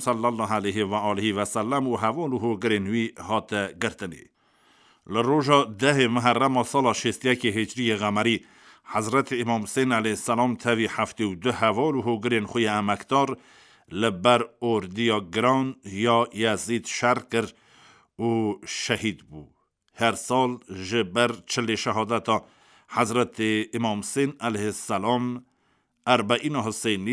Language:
Kurdish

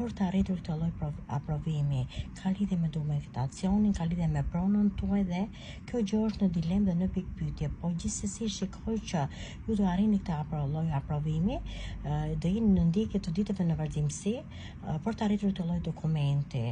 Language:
Albanian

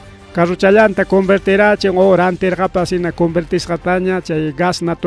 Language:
Ayacucho Quechua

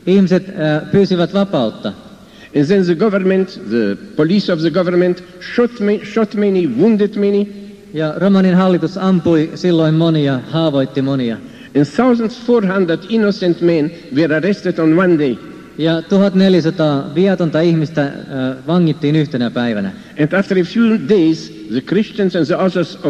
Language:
Finnish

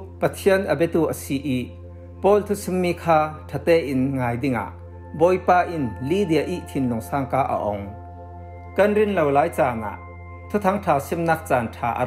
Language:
Falam Chin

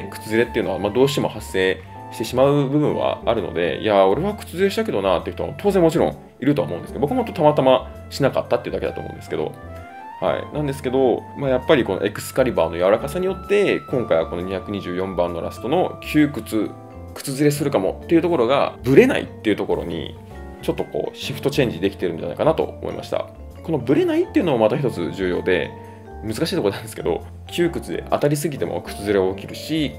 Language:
Japanese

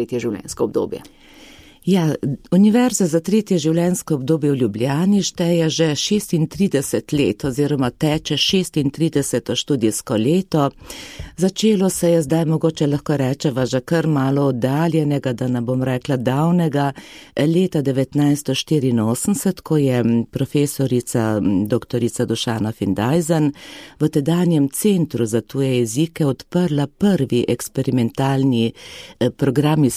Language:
Slovenian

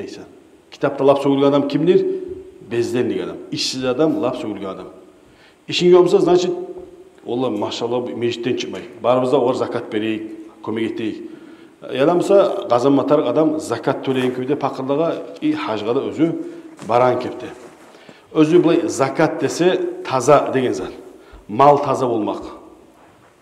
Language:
Kumyk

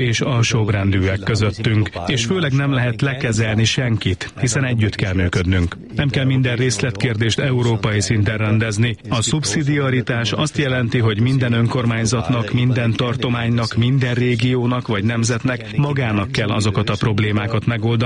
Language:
Hungarian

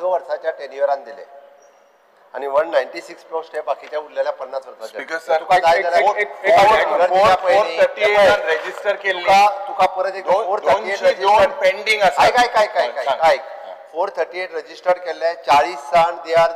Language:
Konkani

